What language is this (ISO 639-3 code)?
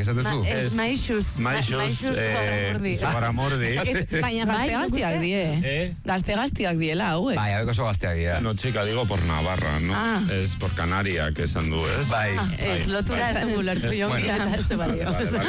eus